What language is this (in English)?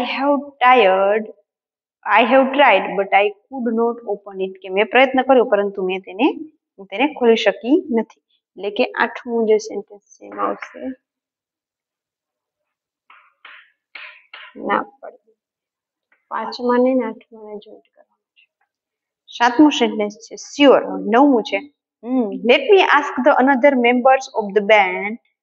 Gujarati